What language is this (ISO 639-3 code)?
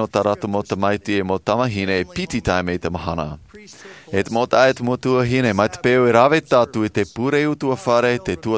tah